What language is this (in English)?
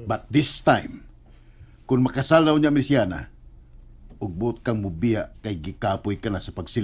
Cebuano